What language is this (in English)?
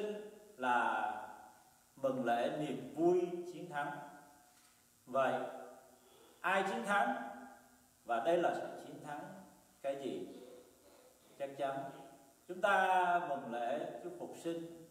Vietnamese